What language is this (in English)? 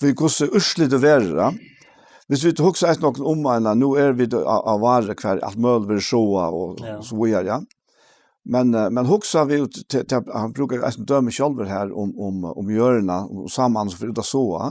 Faroese